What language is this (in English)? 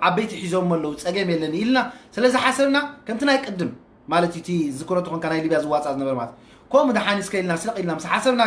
Tigrinya